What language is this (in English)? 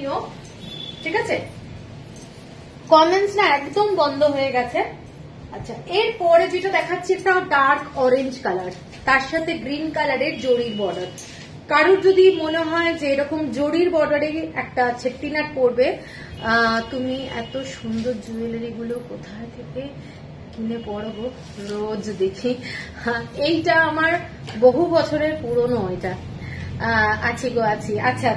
Bangla